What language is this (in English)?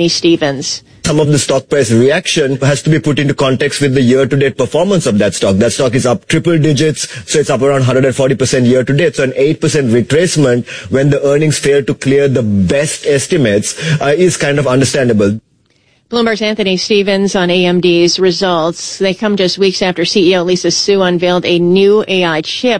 English